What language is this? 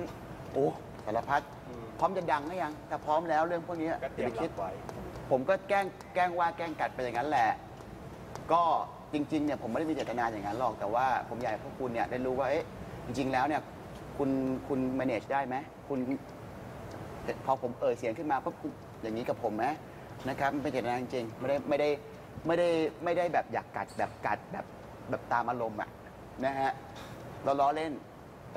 Thai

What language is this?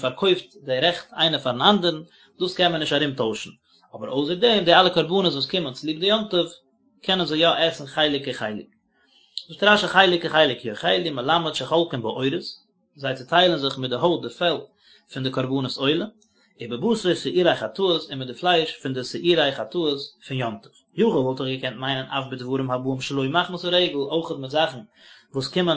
Yiddish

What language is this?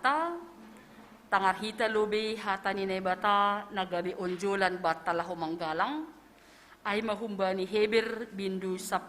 Batak Simalungun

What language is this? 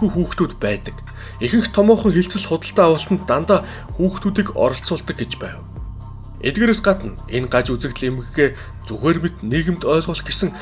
Mongolian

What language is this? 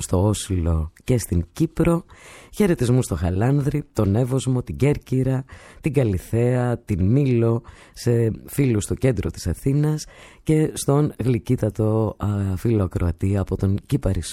Greek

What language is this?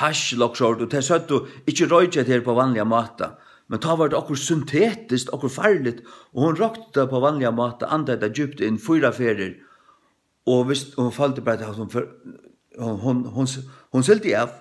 Faroese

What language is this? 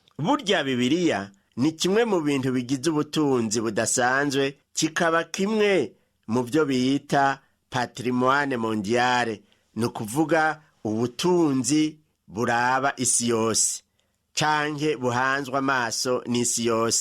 Rundi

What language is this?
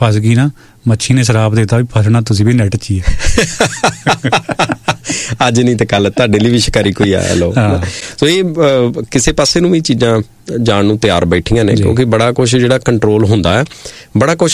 Punjabi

